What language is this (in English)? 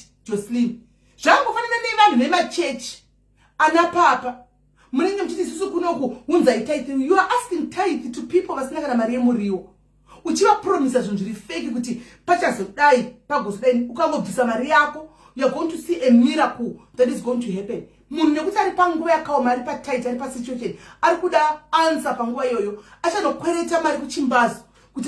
Shona